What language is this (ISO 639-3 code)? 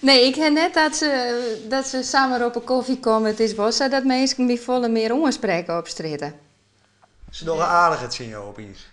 fry